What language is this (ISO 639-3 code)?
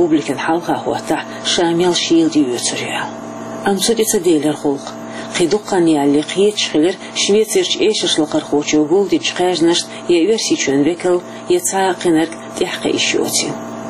che